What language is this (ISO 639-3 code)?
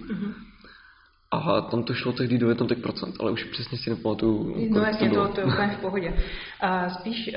ces